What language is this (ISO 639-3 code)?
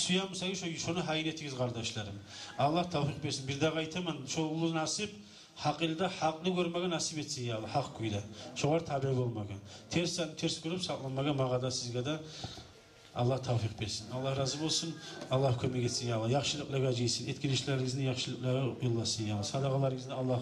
kum